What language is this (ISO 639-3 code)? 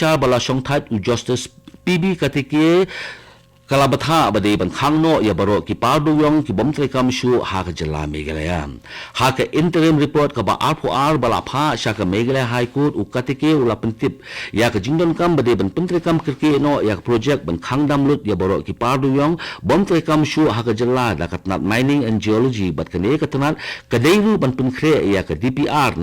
kha